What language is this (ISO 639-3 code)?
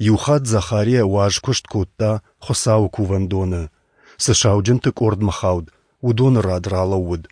oss